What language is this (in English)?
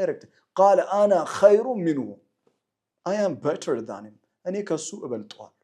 Amharic